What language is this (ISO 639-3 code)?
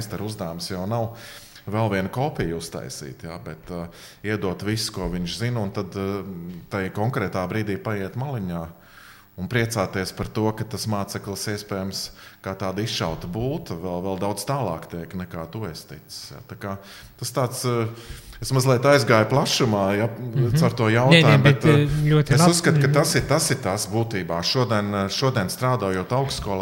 lav